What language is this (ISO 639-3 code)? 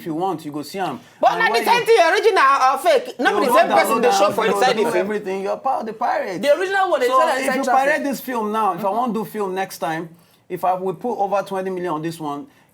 pcm